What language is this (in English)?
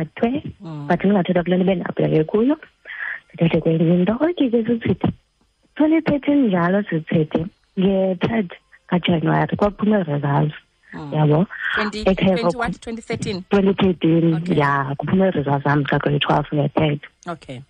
Xhosa